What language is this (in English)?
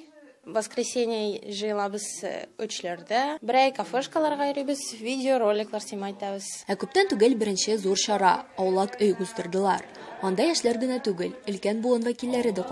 Tatar